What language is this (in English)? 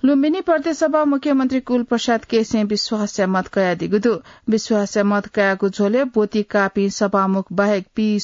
Newari